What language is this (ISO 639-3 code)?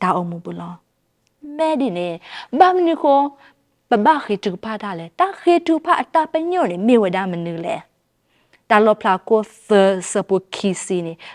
ksw